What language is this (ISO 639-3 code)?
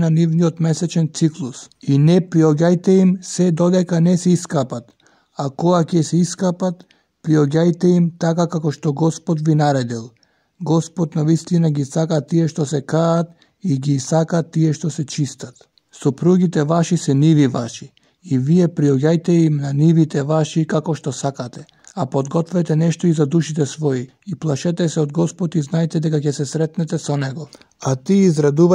mkd